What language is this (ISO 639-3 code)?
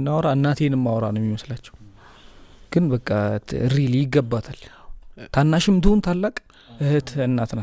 amh